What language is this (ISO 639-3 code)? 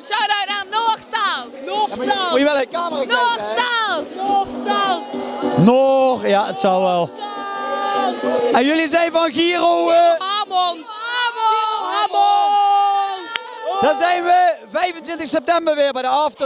nld